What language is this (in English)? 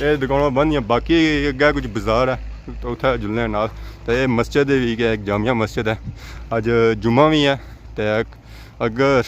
Pahari-Potwari